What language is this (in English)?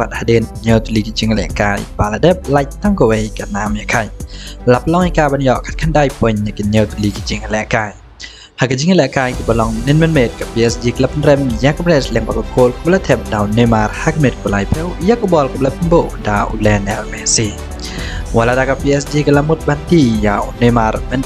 Khasi